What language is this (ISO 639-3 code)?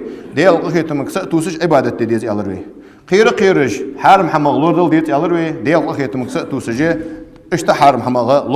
inh